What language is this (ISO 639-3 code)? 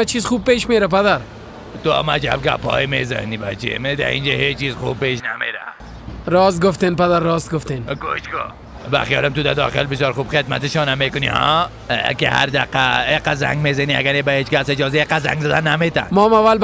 fas